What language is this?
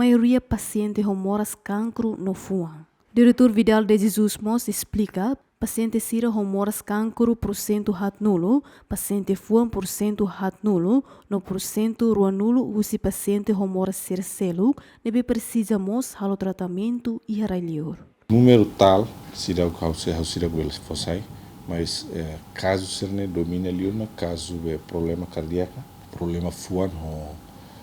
Tetum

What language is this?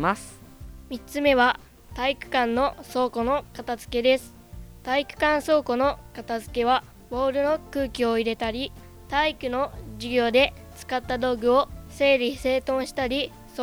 Japanese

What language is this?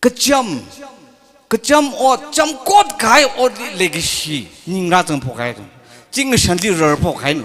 Tangkhul Naga (India)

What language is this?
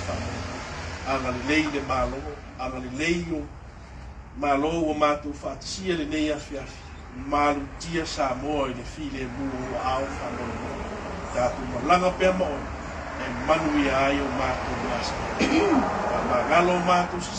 Samoan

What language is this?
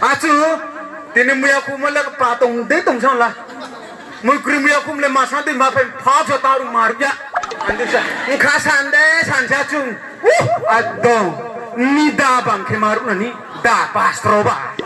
Riang (India)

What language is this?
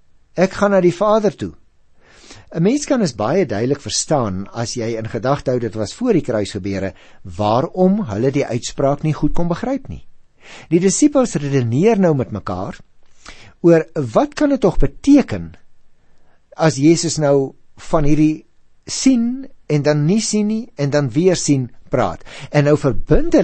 Afrikaans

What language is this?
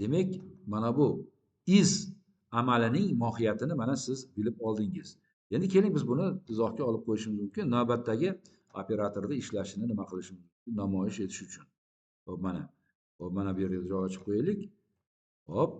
Uzbek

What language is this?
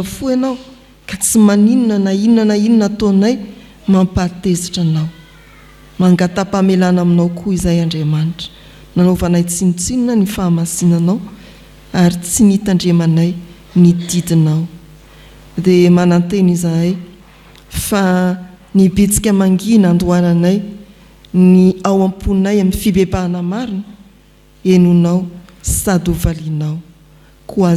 Malagasy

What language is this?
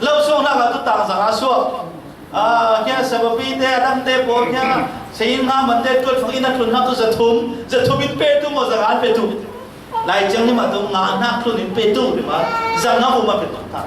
Falam Chin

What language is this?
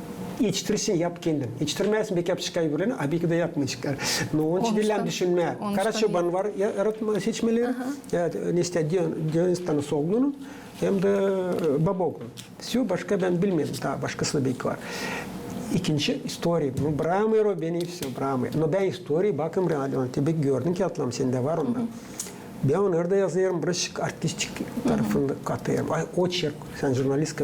Gagauz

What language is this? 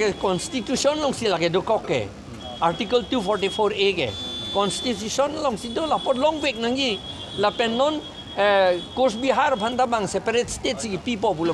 Karbi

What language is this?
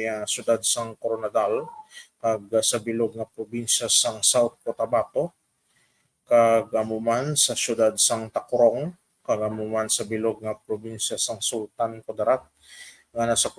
Hiligaynon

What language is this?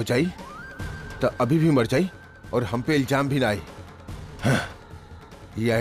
Bhojpuri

